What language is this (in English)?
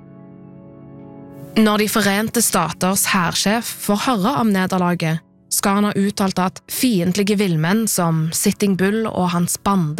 Norwegian